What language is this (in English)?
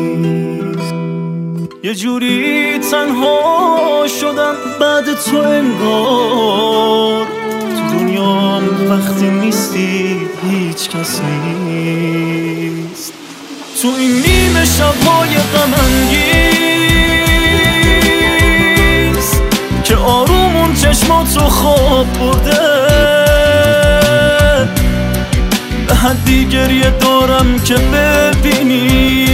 Persian